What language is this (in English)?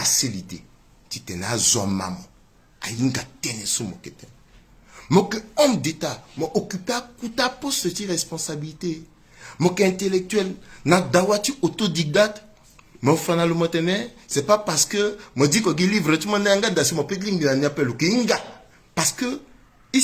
Sango